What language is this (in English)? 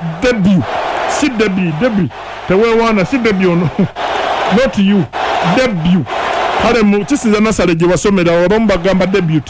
Ganda